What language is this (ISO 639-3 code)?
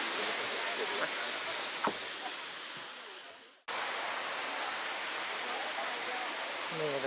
tts